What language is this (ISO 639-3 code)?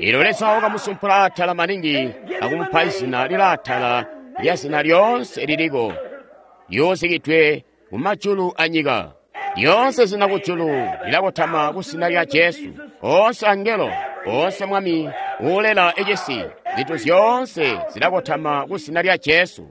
toi